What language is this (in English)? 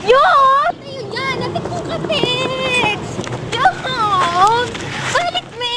Pampanga